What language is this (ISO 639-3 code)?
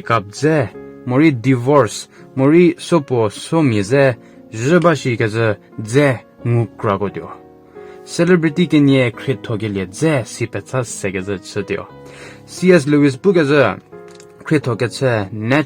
njm